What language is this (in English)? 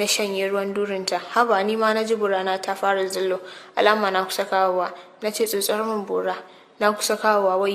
Hausa